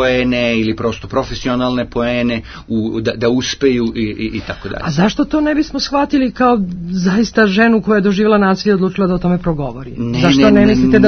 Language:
Serbian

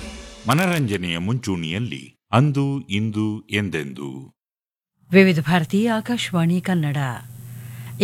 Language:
Kannada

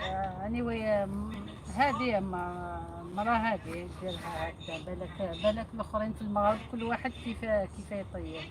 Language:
Algerian Arabic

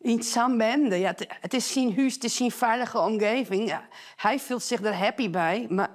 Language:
Western Frisian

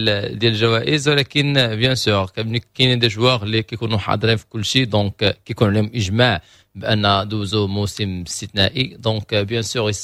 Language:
Moroccan Arabic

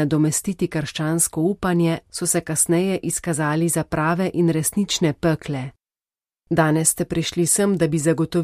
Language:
Slovenian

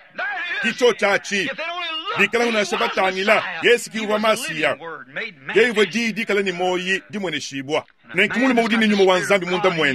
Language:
Luba-Lulua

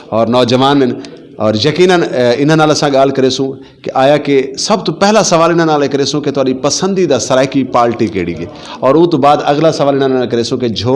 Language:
Saraiki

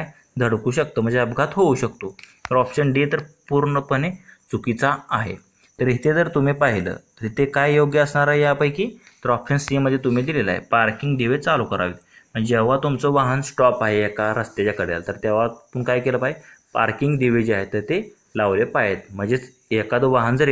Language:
Marathi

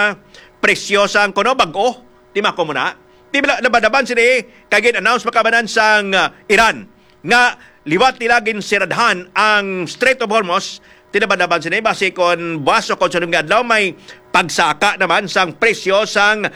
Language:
Hiligaynon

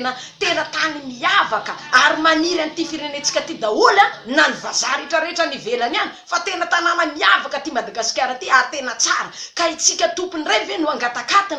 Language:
Malagasy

